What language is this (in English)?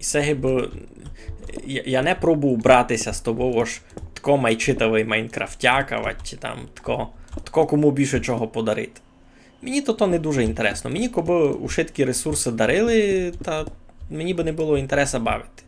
Rusyn